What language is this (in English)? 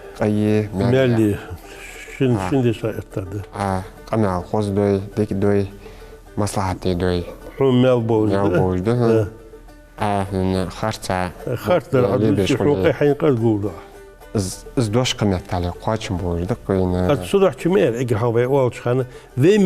Ingush